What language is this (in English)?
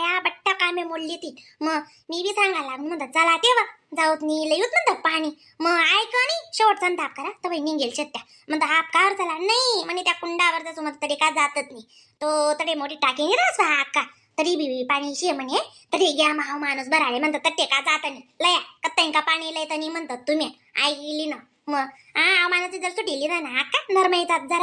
Khandesi